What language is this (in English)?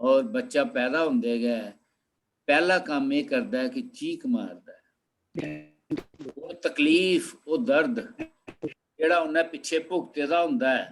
Dogri